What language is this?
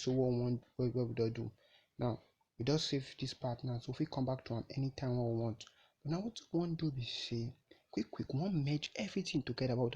Nigerian Pidgin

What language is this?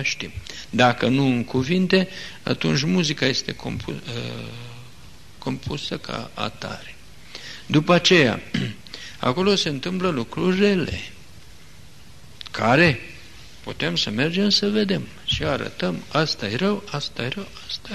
Romanian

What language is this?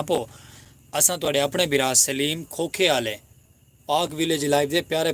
Saraiki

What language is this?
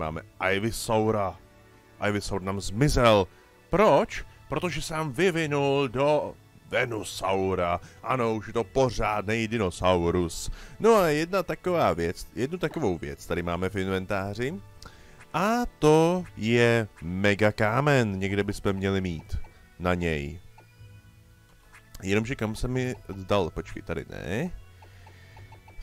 Czech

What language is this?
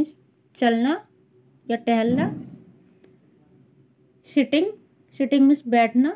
Hindi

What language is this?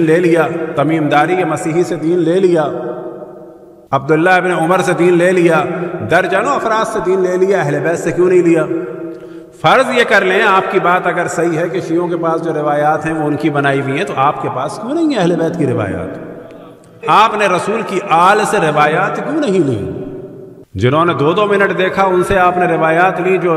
Urdu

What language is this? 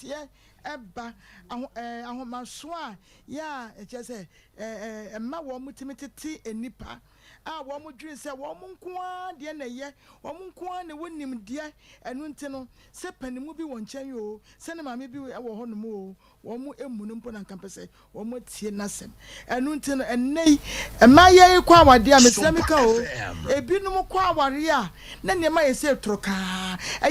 Akan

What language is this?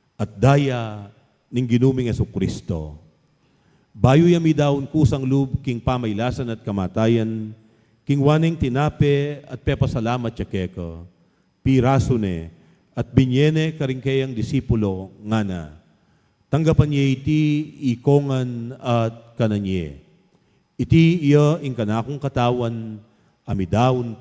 Pampanga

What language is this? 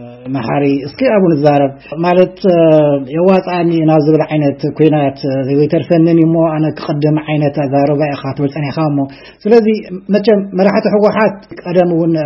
Tigrinya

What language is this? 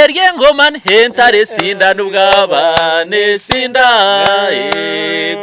Nyankole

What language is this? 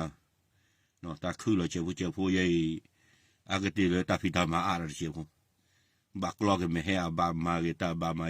S'gaw Karen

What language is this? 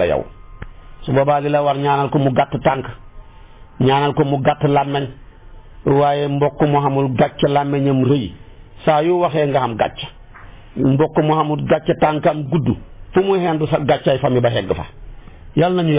Wolof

